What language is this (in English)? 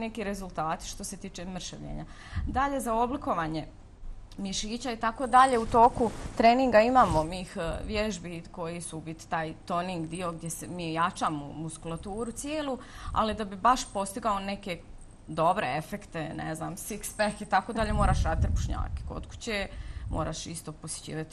Bosnian